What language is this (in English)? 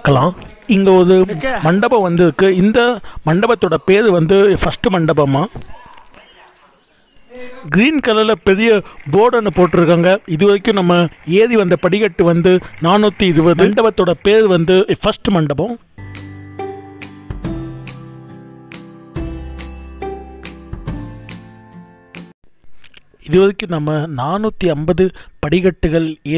Tamil